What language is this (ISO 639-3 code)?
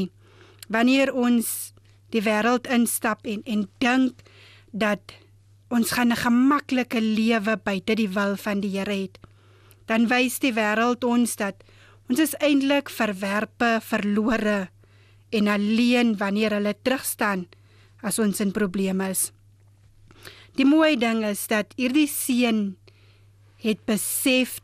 afr